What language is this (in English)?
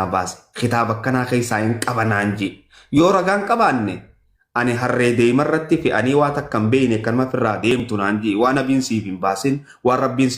Oromo